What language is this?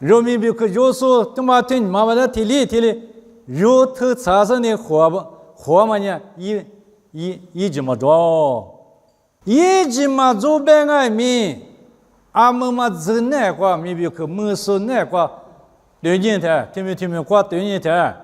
Lisu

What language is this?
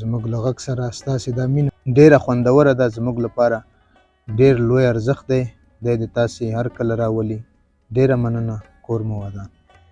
Pashto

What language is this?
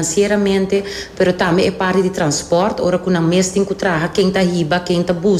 Papiamento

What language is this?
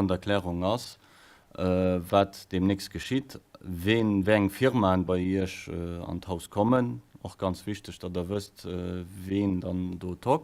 Luxembourgish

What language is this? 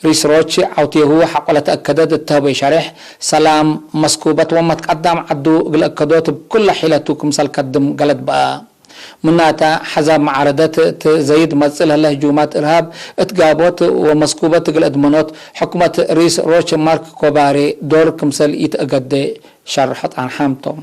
Tigre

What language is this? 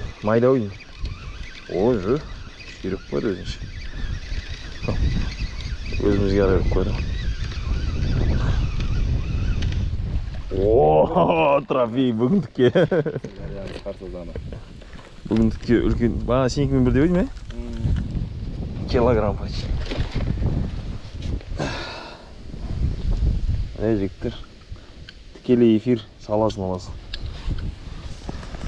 Kazakh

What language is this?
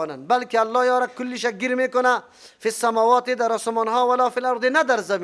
Persian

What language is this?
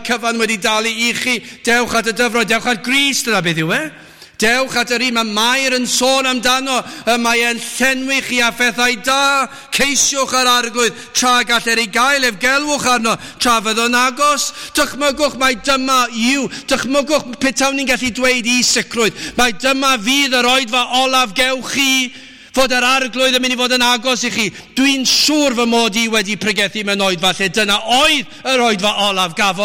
Welsh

